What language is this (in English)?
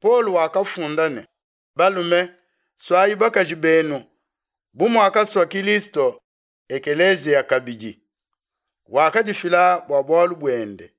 Luba-Lulua